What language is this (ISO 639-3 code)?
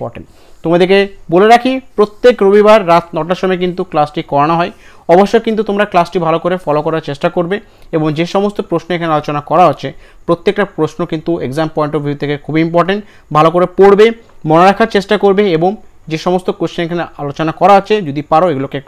ben